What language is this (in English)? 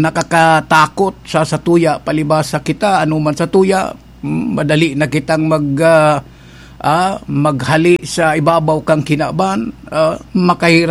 Bikol